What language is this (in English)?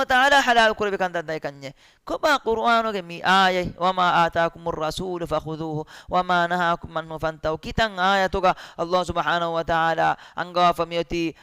Divehi